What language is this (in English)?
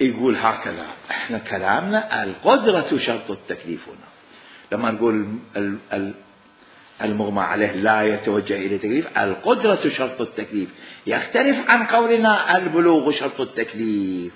Mesopotamian Arabic